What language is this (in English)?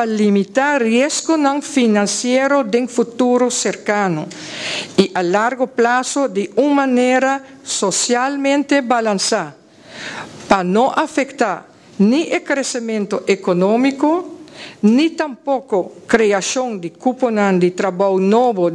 Papiamento